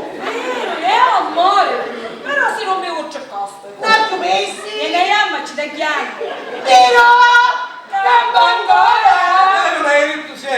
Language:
Sicilian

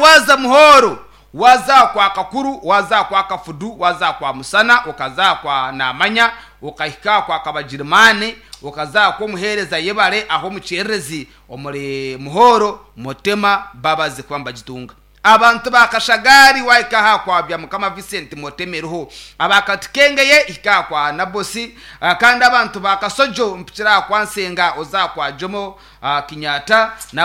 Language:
Nyankole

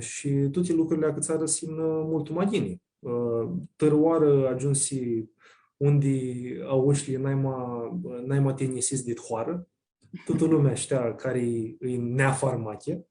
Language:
Aromanian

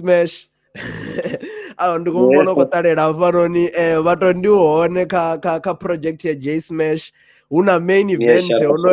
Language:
Venda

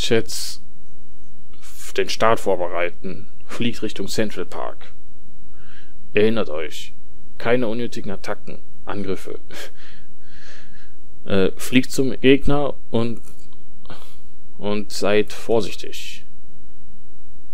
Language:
German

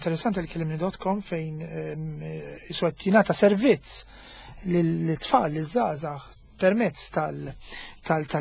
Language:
Maltese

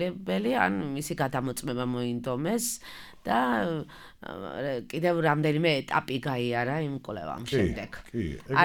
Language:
Georgian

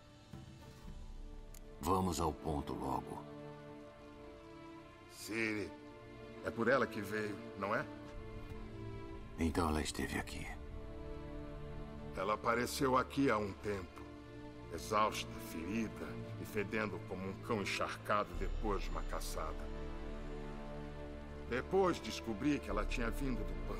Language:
Portuguese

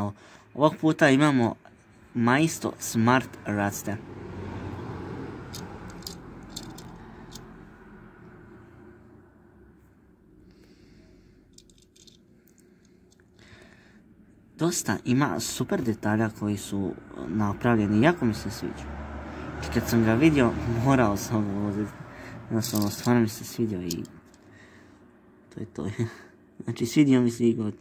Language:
Croatian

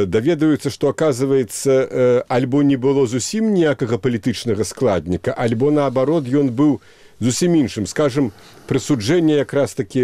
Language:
Belarusian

